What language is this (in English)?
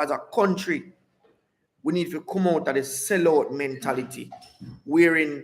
Jamaican Creole English